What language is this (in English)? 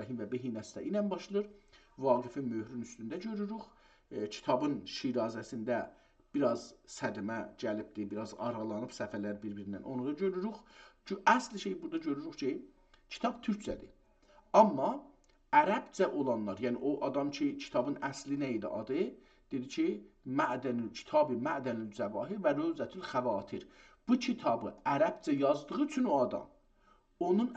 South Azerbaijani